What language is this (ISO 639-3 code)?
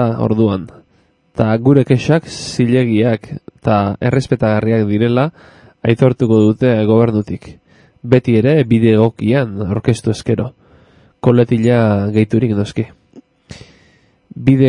eus